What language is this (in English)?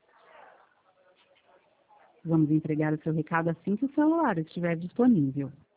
Portuguese